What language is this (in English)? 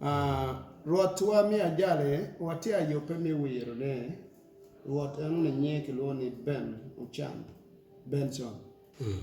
Acoli